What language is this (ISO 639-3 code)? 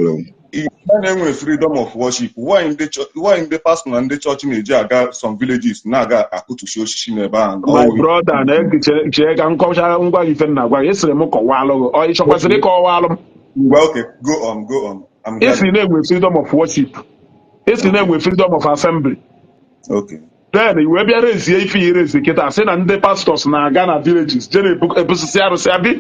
ibo